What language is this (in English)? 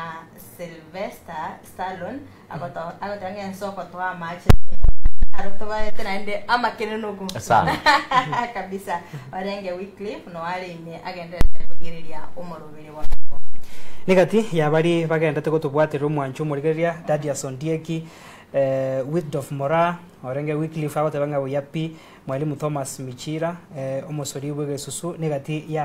Gusii